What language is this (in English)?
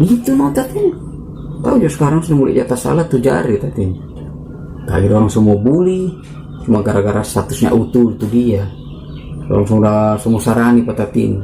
Manado Malay